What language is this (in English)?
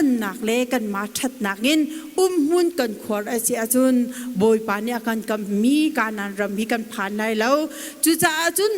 Hakha Chin